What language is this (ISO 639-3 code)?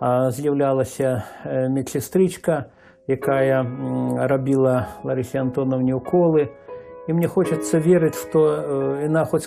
bel